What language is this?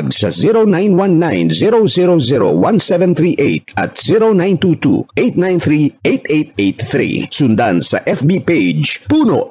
Filipino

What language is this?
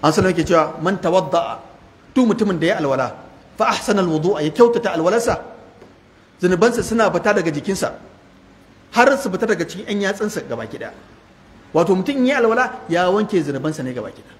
Hausa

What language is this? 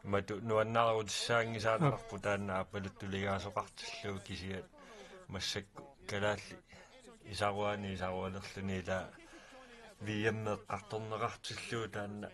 Kalaallisut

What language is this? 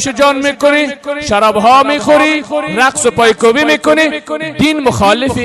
Persian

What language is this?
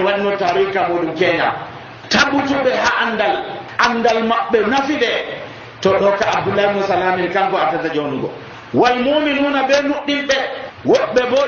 Nigerian Fulfulde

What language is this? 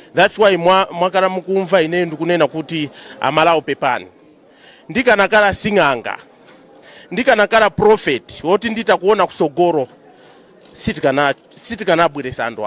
Nyanja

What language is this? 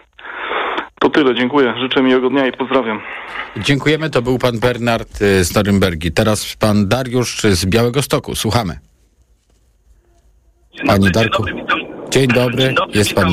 Polish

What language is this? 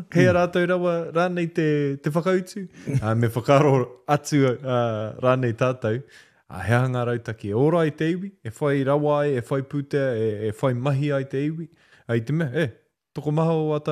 Māori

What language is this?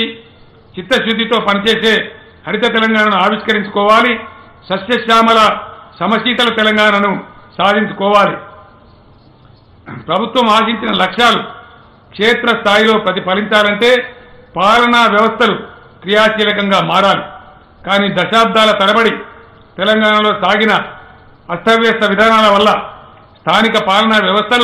Telugu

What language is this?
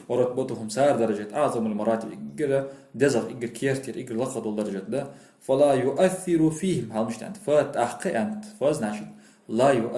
Ingush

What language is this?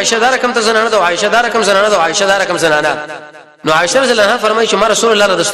Pashto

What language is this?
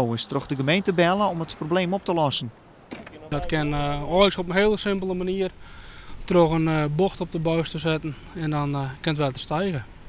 Western Frisian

